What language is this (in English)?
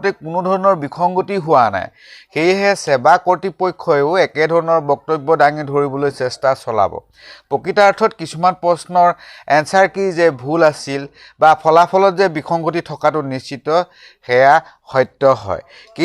Assamese